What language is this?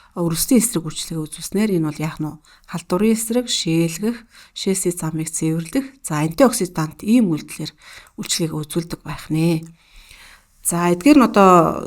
Mongolian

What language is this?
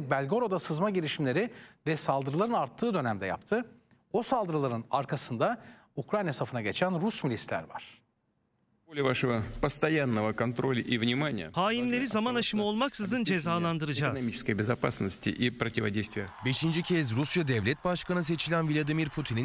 Turkish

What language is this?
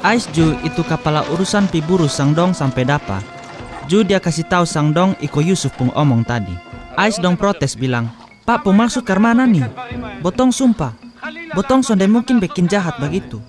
Kupang Malay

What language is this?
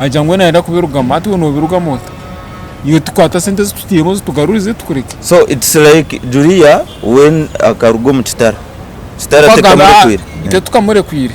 Nyankole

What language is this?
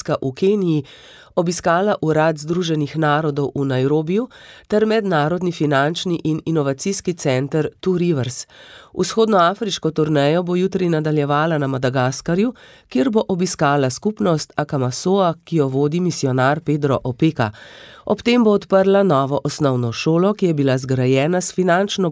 Slovenian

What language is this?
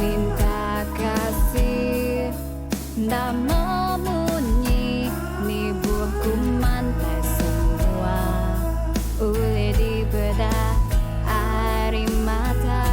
Iban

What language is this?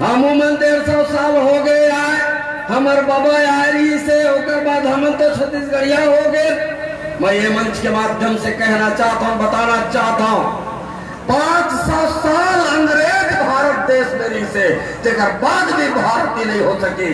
Chhattisgarhi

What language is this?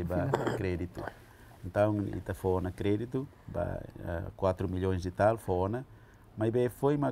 Tetum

